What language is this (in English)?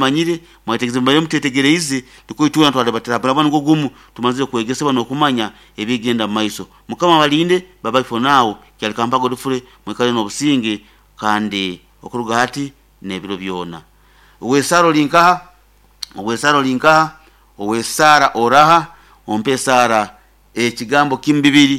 Nyoro